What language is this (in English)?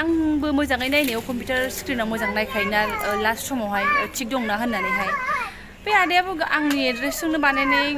Bodo